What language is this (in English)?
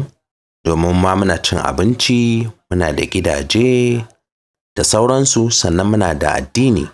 Hausa